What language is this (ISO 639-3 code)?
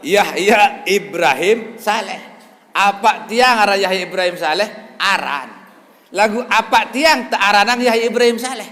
sas